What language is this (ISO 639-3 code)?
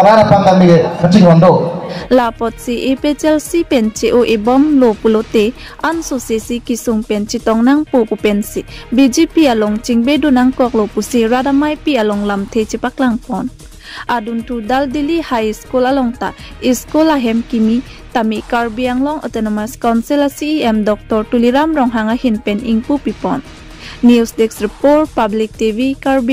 mjw